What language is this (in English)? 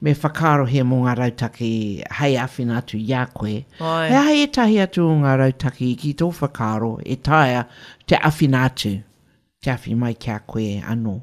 Māori